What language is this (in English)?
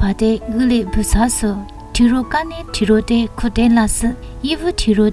Lisu